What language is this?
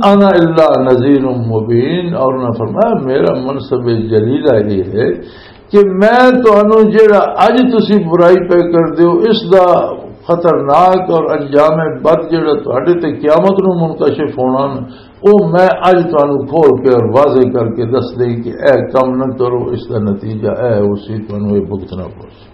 Western Panjabi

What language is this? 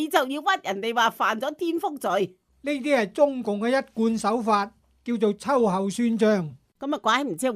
Cantonese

